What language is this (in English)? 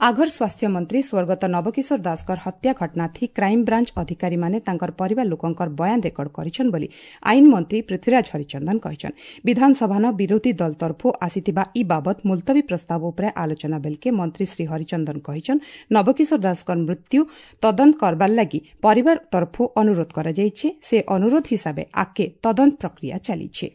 Odia